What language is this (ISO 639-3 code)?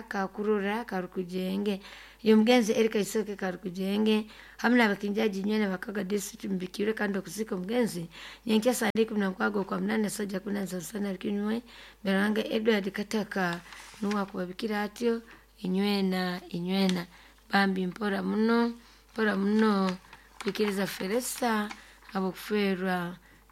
nyo